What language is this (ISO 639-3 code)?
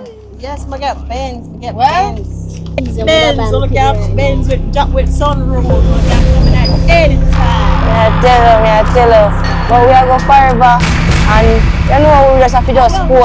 jam